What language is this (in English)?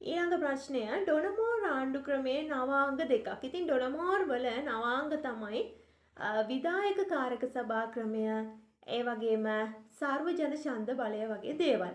Sinhala